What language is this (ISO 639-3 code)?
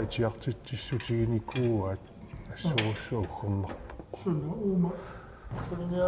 kal